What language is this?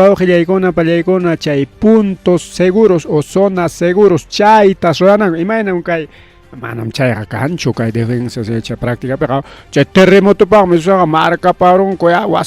Ayacucho Quechua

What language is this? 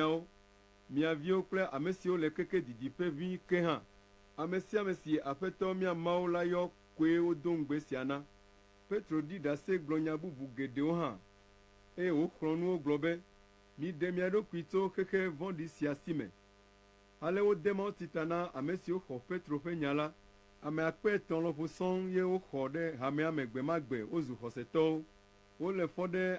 Ewe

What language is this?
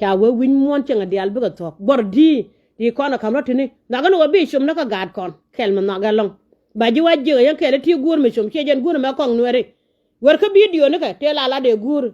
Nuer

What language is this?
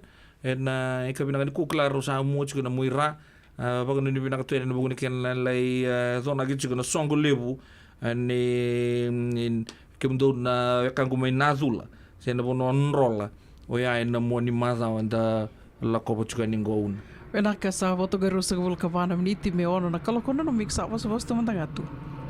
Fijian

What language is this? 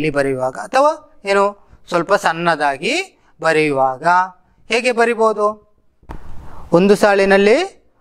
Kannada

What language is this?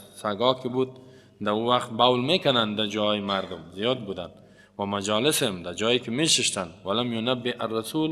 Persian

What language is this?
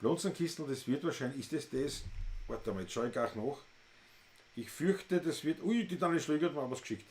Bavarian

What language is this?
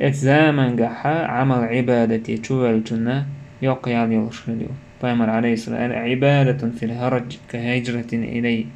Chechen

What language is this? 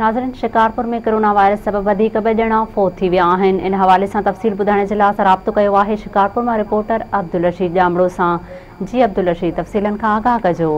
Sindhi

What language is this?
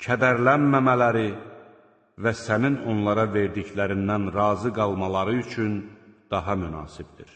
Azerbaijani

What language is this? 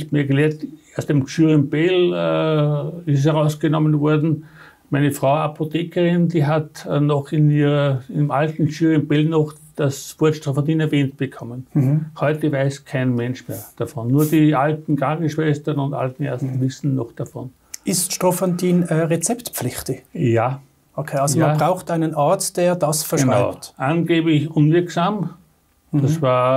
German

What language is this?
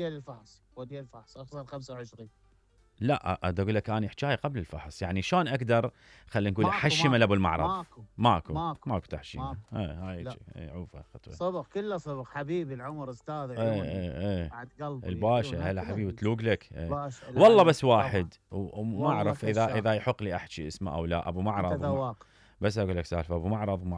Mesopotamian Arabic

